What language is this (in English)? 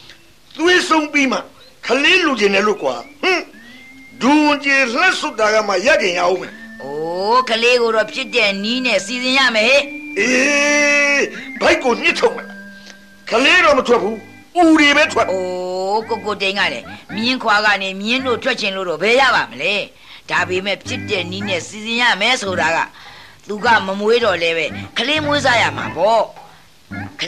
Burmese